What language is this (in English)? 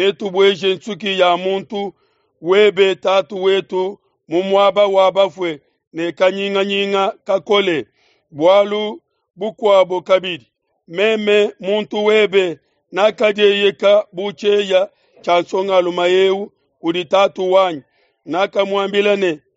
Luba-Lulua